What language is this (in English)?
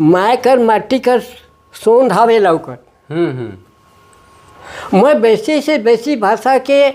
Sadri